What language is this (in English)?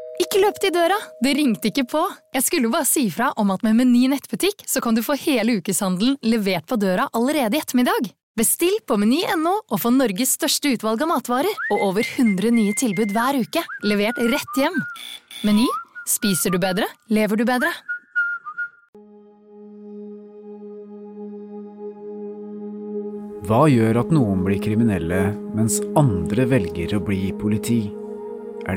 Norwegian